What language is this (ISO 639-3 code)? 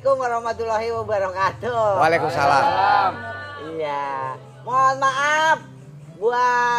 bew